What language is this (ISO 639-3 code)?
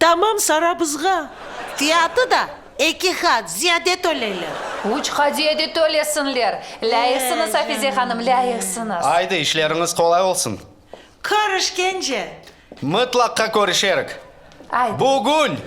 crh